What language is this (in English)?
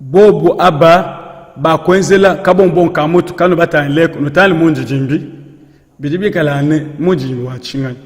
Luba-Lulua